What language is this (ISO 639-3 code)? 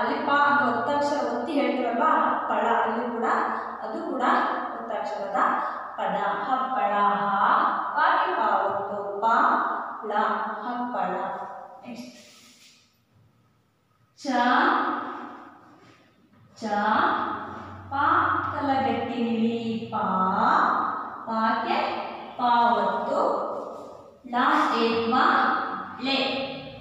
kan